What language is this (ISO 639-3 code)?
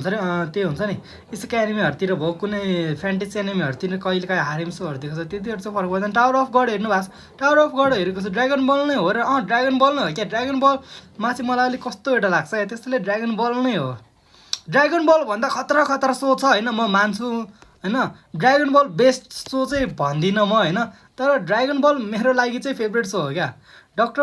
nep